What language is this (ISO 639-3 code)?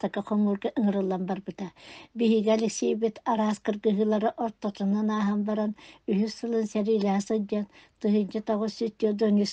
sah